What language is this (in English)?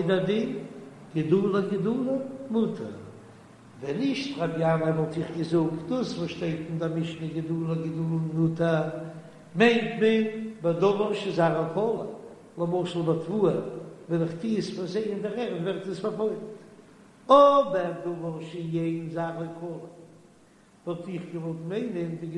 Yiddish